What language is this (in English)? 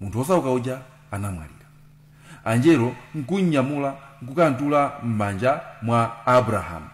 Nyanja